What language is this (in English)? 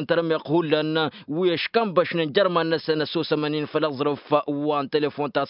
Tamasheq